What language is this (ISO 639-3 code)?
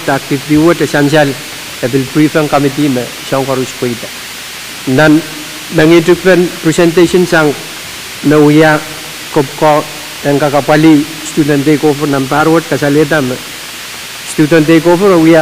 pon